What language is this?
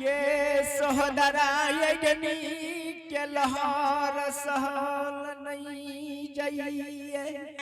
Angika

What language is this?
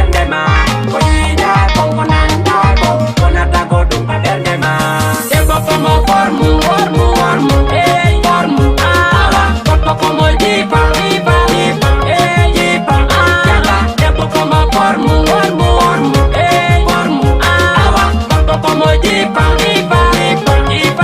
Fula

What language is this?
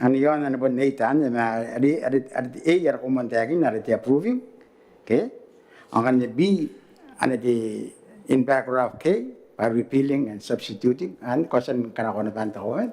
Gilbertese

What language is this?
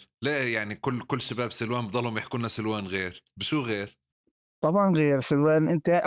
North Levantine Arabic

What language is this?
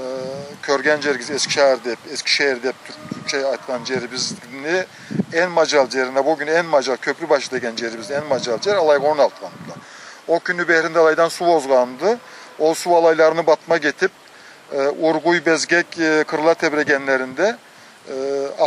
Karachay-Balkar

